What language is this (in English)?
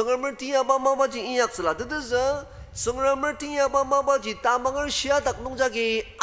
Ao Naga